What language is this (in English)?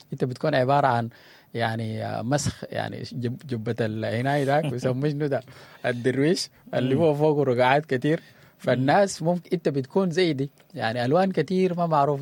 Sudanese Arabic